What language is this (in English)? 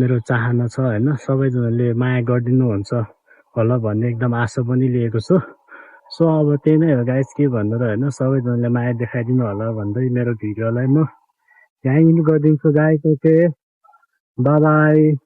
Nepali